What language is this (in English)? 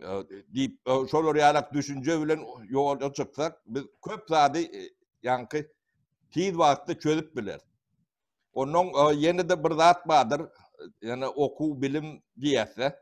Turkmen